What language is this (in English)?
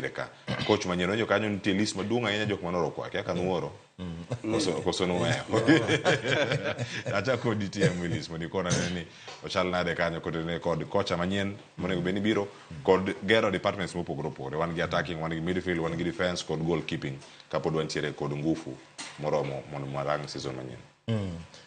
Luo (Kenya and Tanzania)